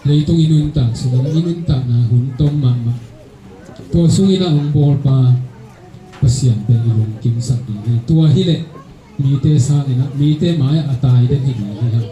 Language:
Tedim Chin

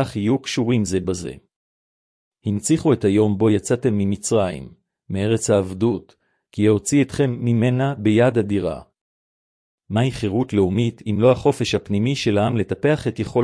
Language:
Hebrew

